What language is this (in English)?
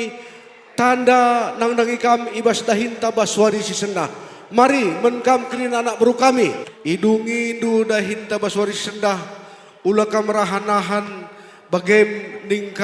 Batak Karo